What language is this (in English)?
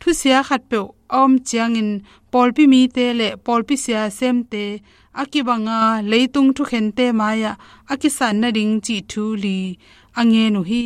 Tedim Chin